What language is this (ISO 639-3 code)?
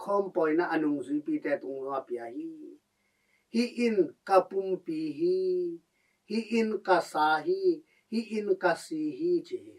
ctd